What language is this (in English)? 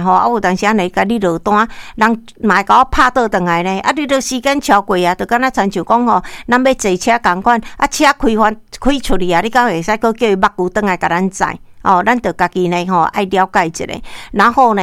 Min Nan Chinese